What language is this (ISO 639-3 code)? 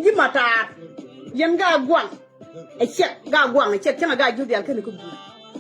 nus